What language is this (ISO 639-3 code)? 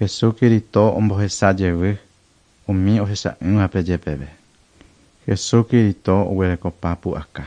grn